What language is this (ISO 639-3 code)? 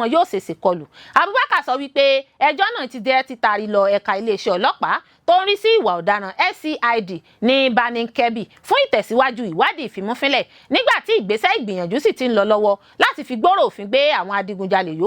yor